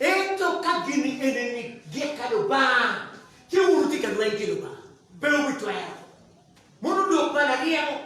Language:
Acoli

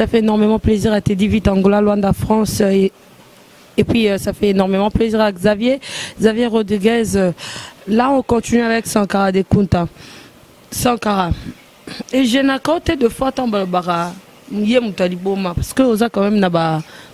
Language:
Lingala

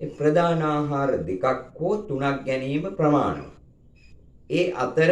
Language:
Sinhala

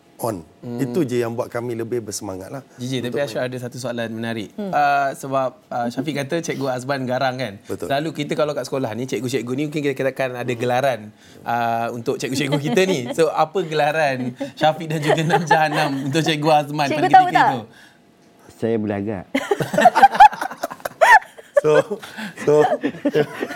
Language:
Malay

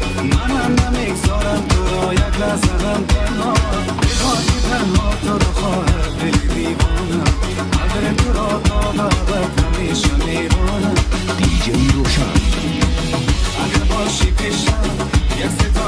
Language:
Persian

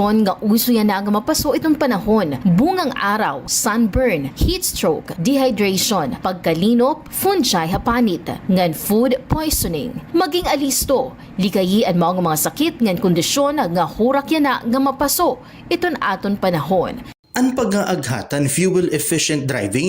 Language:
Waray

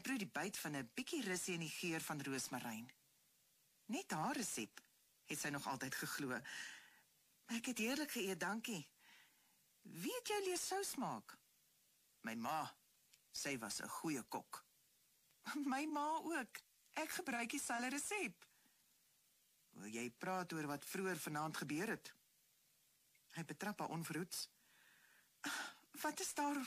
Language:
Afrikaans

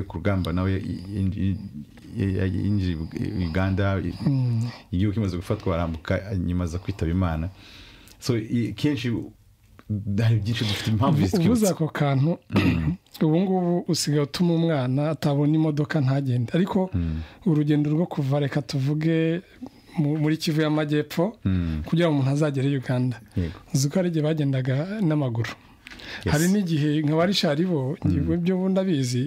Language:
Kinyarwanda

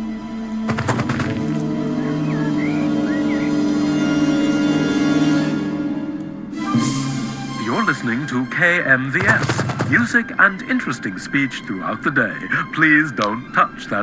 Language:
English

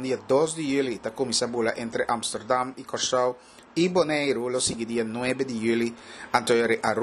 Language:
Papiamento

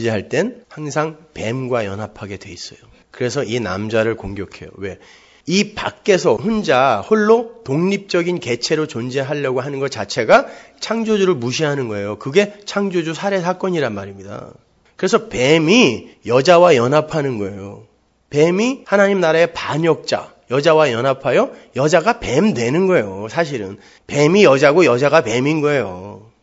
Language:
Korean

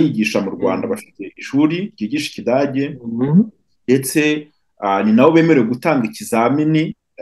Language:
Kinyarwanda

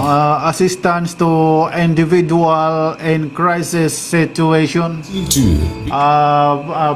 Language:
Waray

